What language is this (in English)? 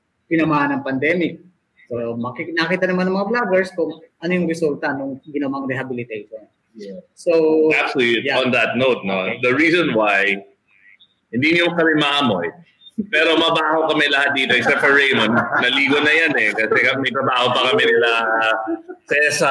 Filipino